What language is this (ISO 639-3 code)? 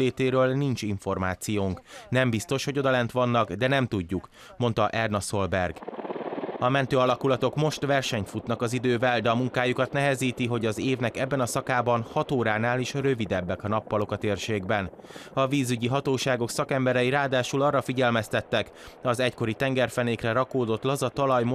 hun